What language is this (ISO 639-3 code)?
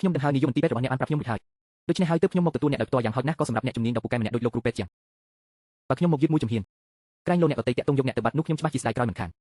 khm